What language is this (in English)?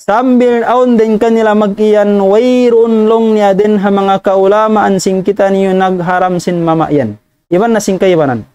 Tausug